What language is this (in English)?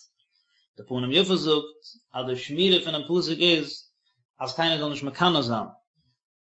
Yiddish